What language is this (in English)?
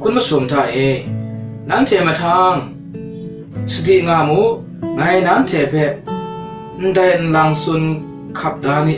Kachin